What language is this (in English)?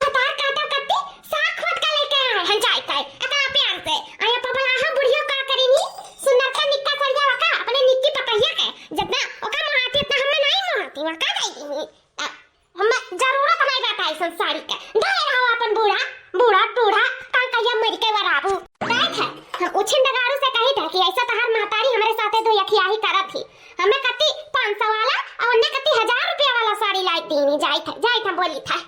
Awadhi